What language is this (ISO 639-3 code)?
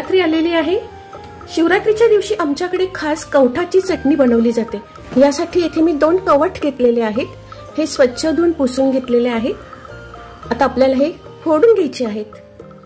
mar